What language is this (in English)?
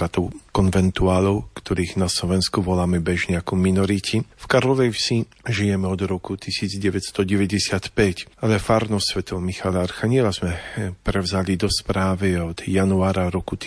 Slovak